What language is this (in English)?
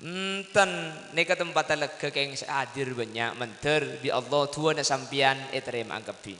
Madurese